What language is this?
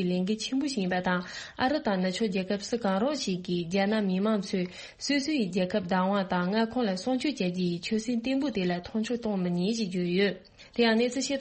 Tibetan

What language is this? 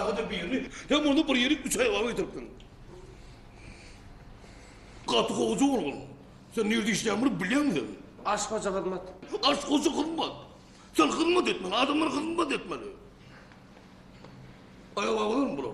Turkish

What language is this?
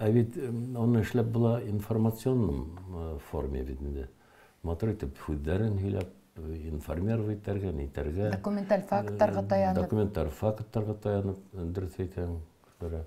Bashkir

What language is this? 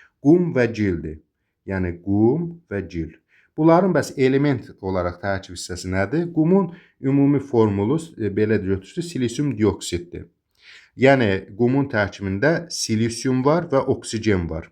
Azerbaijani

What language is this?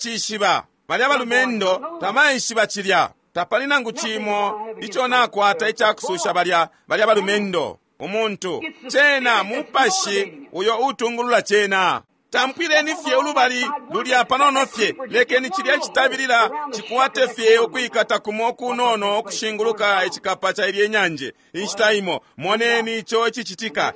Bemba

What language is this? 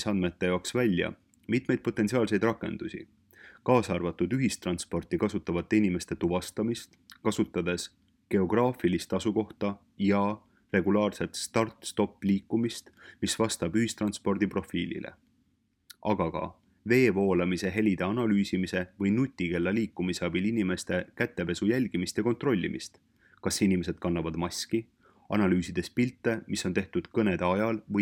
Estonian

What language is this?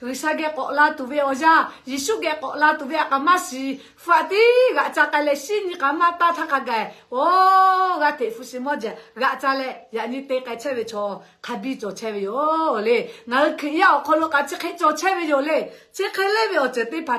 Lahu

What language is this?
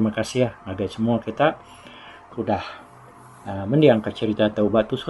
Iban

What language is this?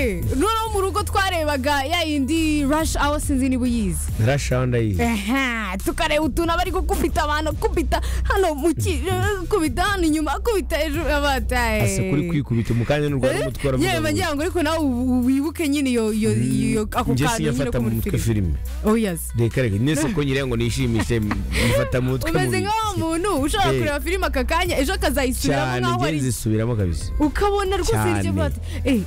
Kinyarwanda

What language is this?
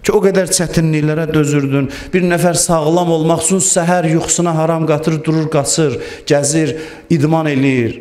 Azerbaijani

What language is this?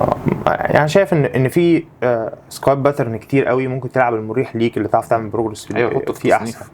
Egyptian Arabic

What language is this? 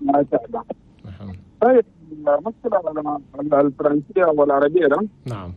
Chadian Arabic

